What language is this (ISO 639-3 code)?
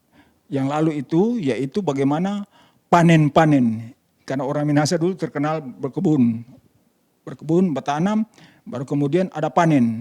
xmm